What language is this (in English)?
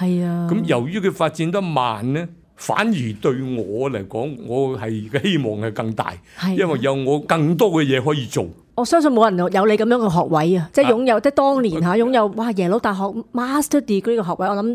Cantonese